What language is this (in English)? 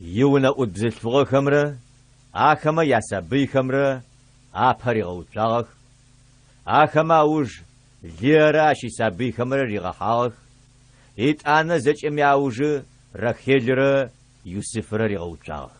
Adyghe